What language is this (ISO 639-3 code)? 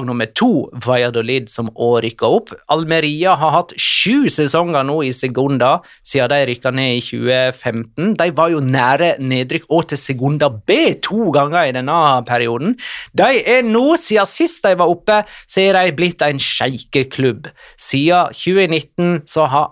nor